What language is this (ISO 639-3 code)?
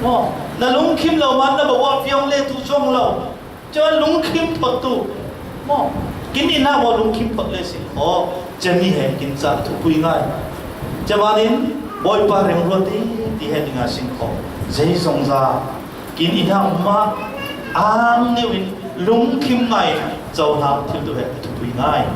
cfm